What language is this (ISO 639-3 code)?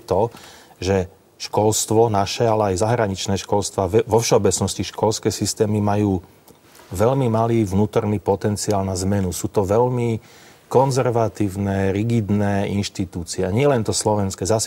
slk